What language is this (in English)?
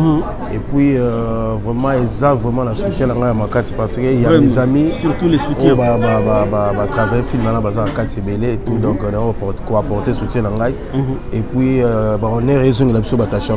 French